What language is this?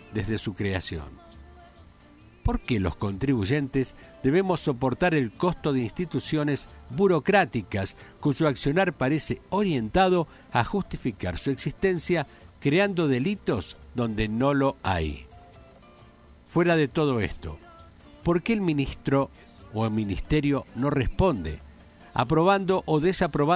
Spanish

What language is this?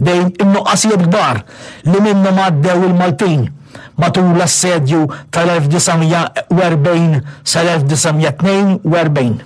Maltese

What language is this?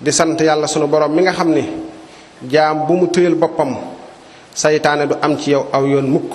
Wolof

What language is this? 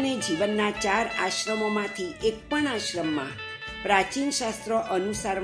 Gujarati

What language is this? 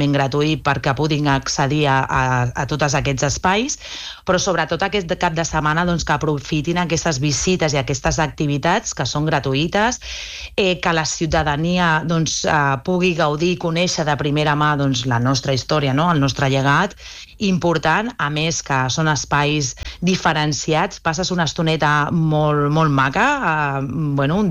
Catalan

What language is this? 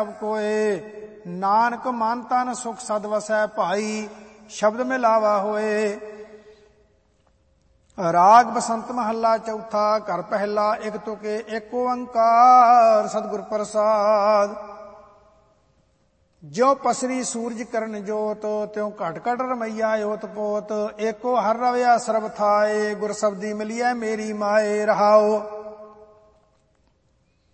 Punjabi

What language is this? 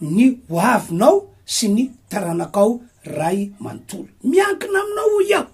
Malagasy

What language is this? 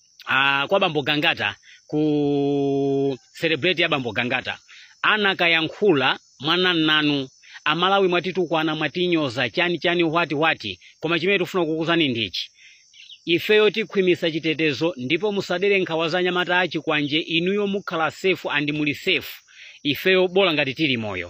Nyanja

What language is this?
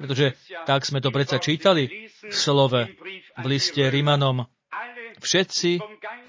Slovak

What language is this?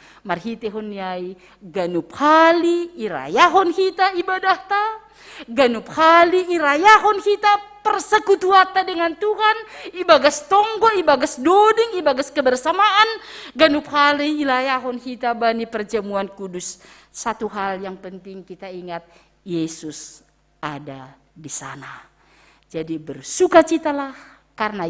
Batak Simalungun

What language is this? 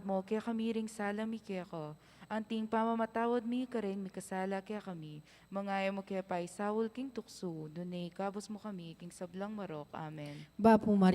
Pampanga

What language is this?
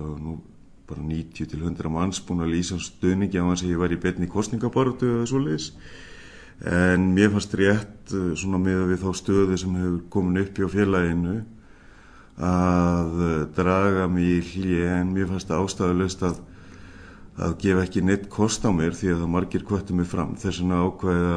Icelandic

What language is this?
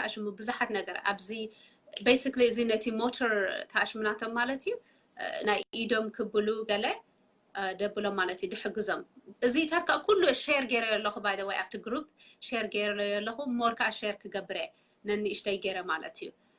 Tigrinya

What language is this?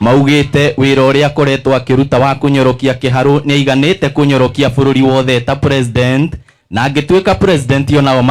Kikuyu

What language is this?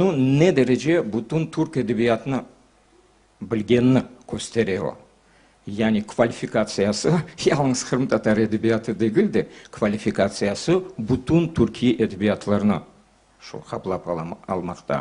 Crimean Tatar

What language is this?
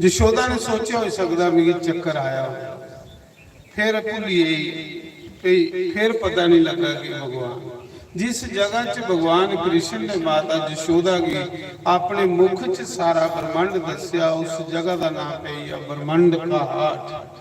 Dogri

